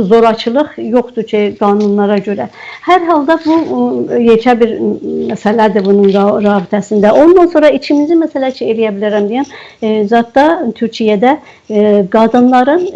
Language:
South Azerbaijani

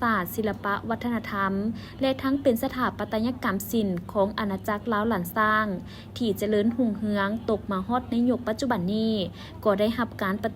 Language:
Lao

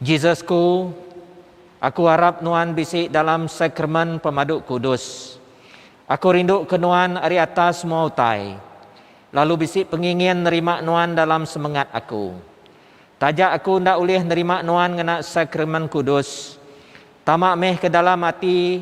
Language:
Iban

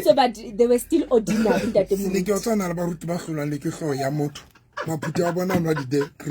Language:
Southern Sotho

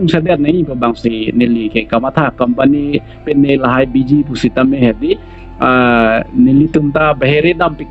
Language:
Karbi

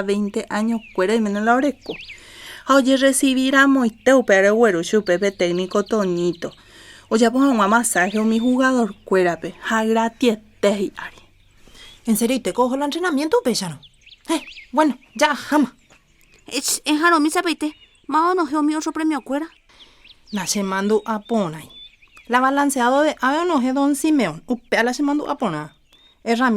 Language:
Guarani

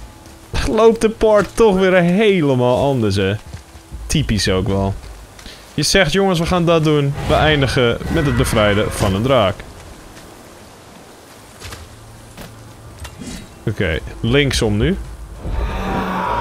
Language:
Dutch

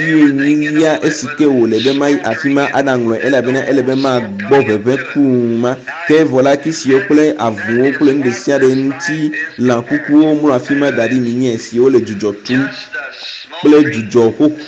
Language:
Ewe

